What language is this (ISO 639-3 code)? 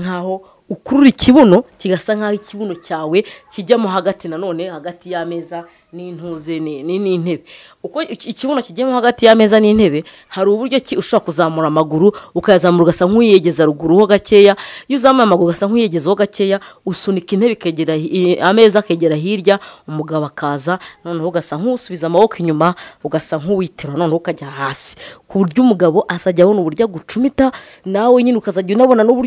kin